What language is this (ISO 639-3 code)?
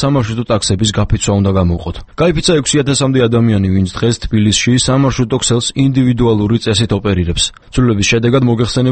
kat